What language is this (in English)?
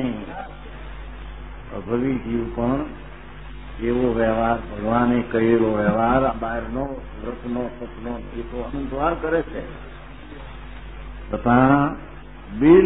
Gujarati